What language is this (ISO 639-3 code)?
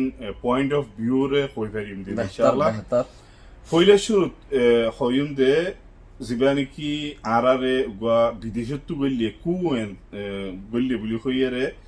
rhg